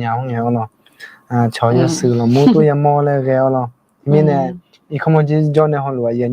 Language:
Akha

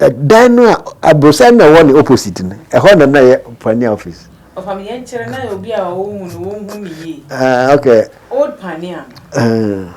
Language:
Akan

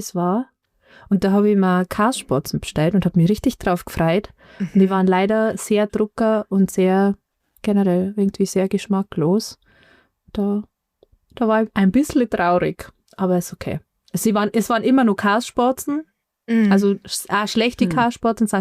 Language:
Bavarian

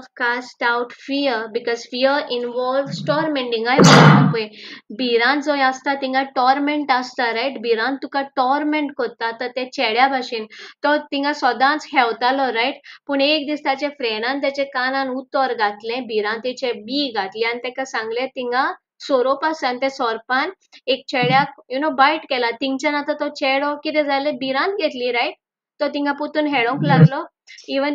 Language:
Konkani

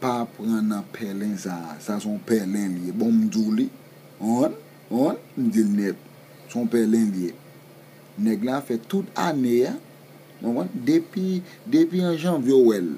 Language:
Haitian Creole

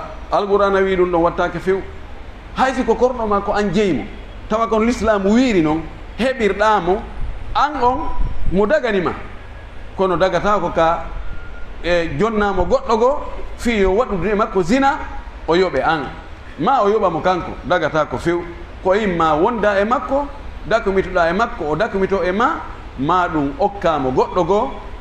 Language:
Fula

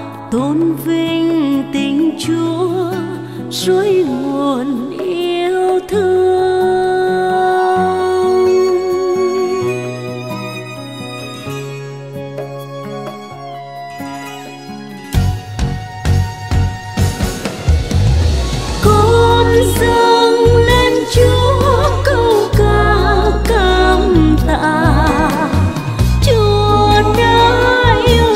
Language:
Vietnamese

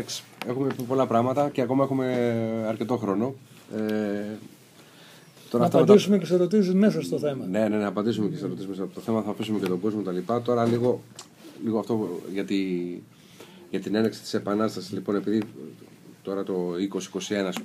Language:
Greek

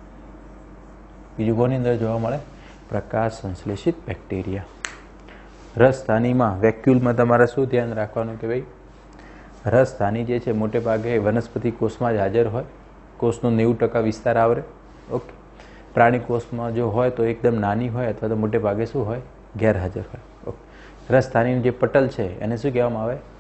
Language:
Gujarati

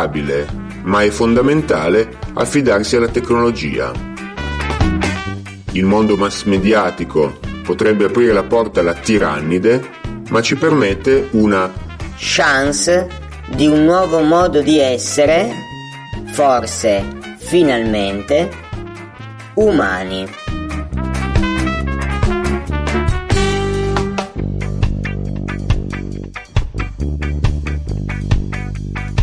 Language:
Italian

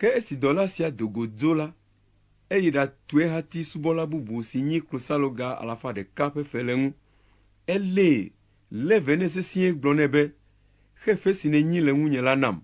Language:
Ewe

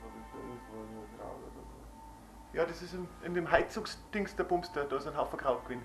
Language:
Bavarian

